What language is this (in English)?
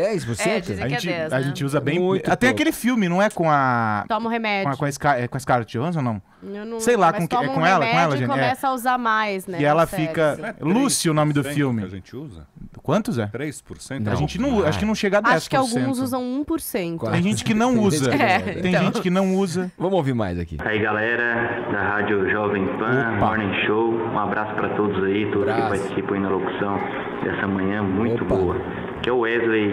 Portuguese